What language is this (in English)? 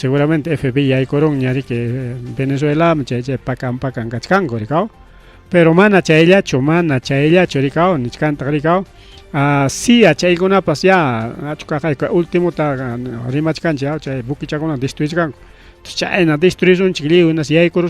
Ayacucho Quechua